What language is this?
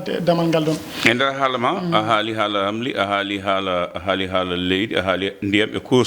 Fula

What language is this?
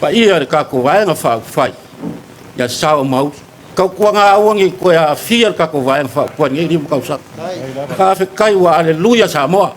Samoan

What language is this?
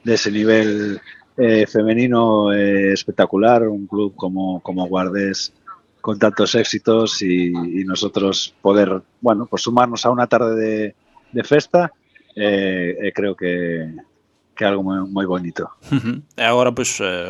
Galician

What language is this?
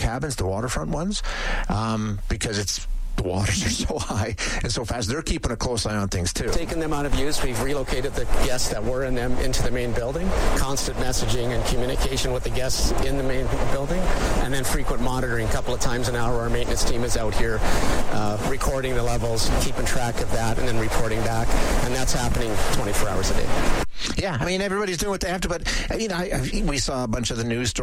English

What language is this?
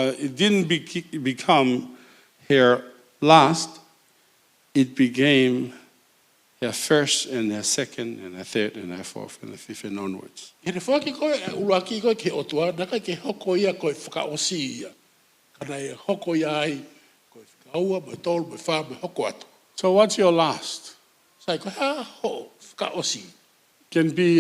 Tongan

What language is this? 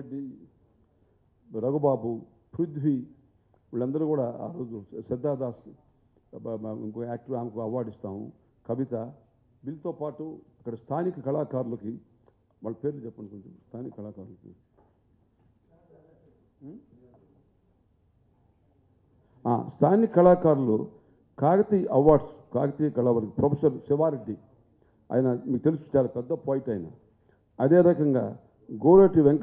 Telugu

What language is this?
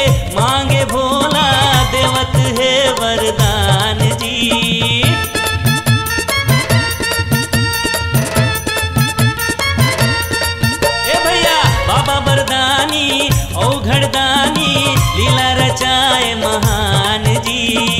Bhojpuri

